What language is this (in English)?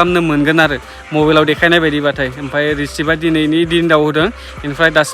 Bodo